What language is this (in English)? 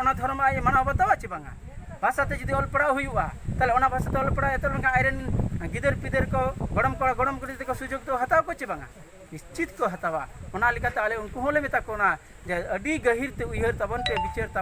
Santali